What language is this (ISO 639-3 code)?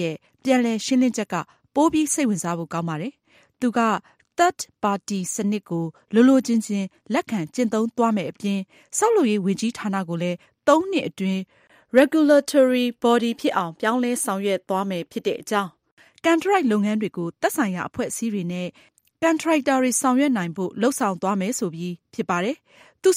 mya